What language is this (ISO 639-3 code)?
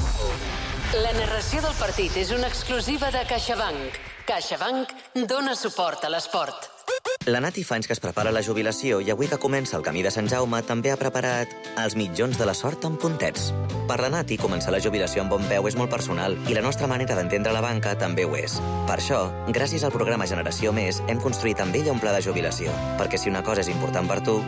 cat